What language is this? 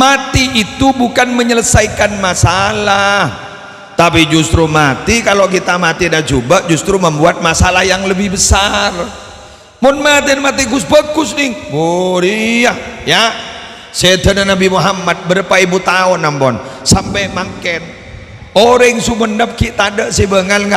Madurese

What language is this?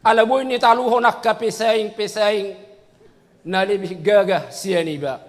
Batak Toba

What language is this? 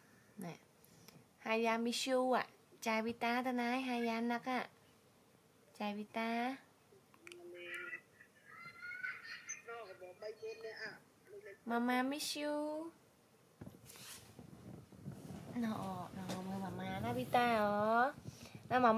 Vietnamese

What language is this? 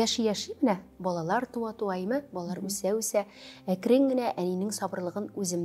Tatar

